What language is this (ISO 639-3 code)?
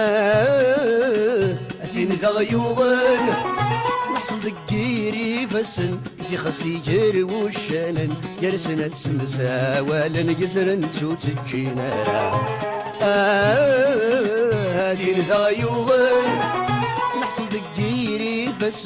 kab